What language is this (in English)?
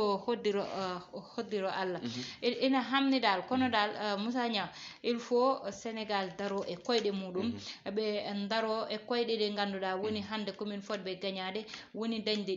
Fula